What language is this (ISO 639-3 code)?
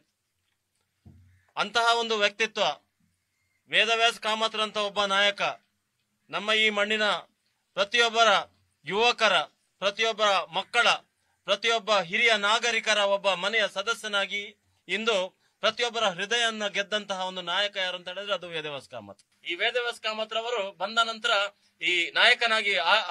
kan